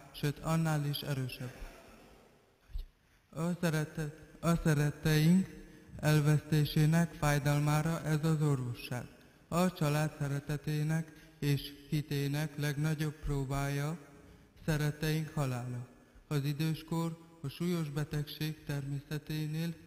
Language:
Hungarian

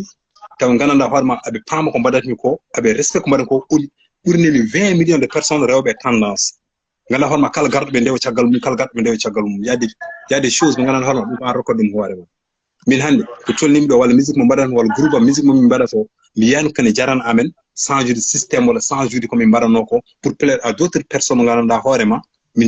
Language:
Fula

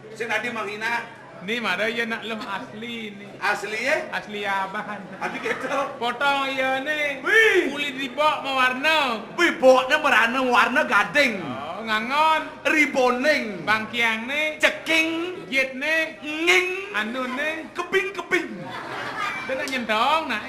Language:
Balinese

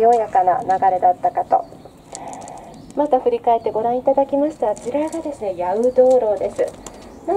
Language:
Japanese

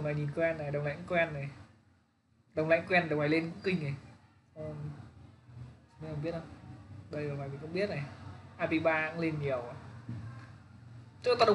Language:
Vietnamese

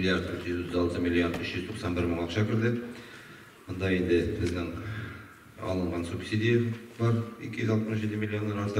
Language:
Tatar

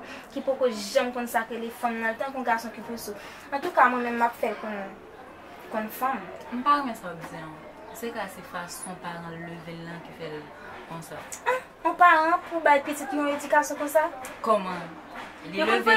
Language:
Haitian Creole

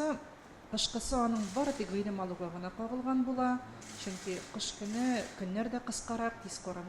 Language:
Tatar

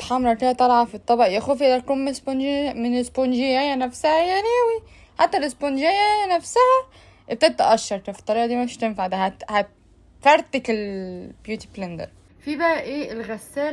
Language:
Egyptian Arabic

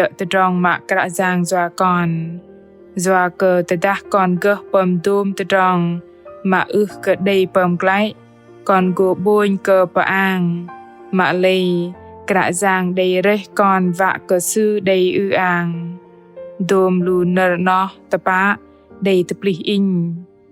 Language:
Bahnar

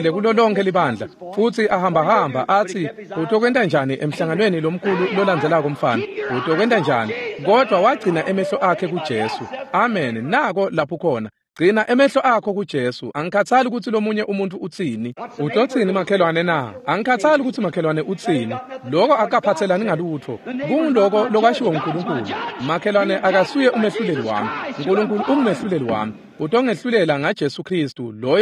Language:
Swati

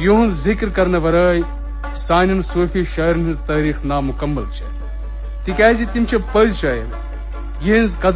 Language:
Kashmiri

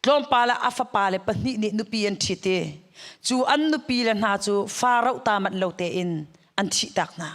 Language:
Hakha Chin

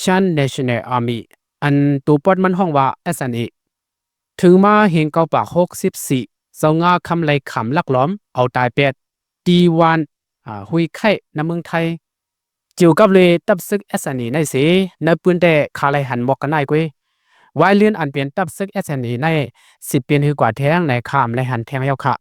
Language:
Shan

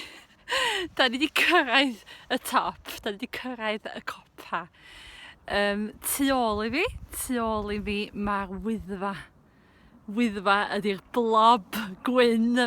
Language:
Welsh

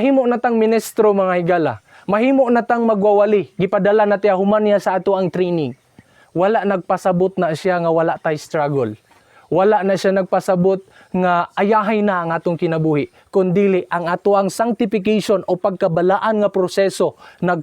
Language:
Cebuano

